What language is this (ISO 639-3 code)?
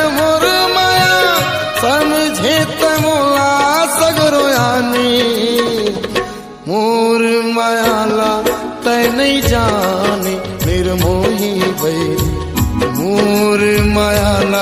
hne